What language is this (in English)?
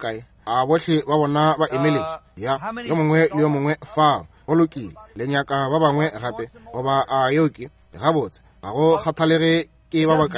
Northern Sotho